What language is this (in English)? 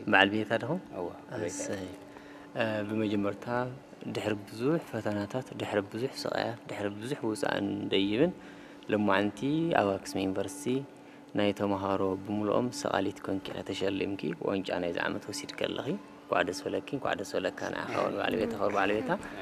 Tigrinya